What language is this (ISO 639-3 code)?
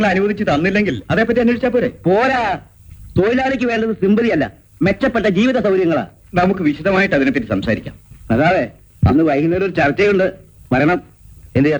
mal